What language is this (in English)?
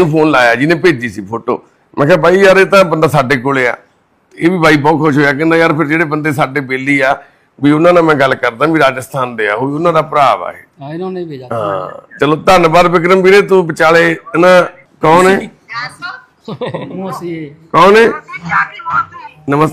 Punjabi